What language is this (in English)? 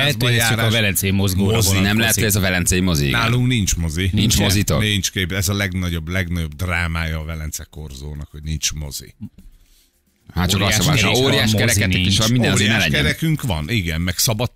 Hungarian